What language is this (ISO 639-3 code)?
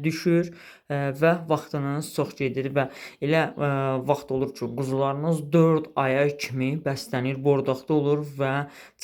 aze